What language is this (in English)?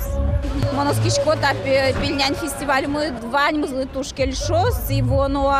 Udmurt